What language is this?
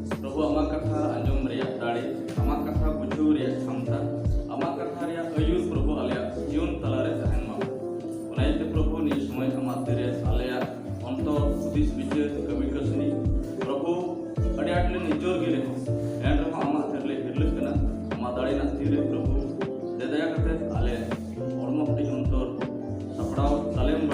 Santali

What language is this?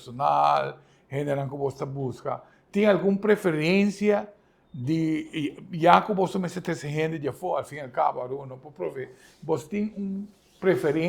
Papiamento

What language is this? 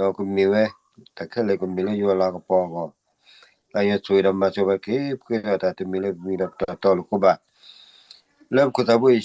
S'gaw Karen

